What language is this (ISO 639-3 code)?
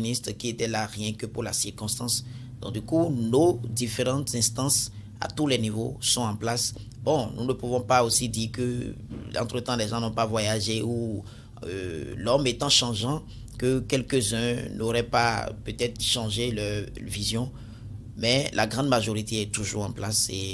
fra